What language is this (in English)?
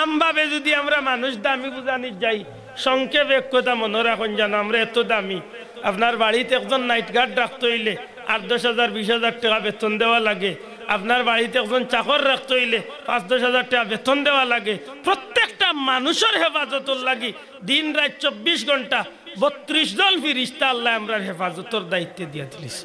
Sylheti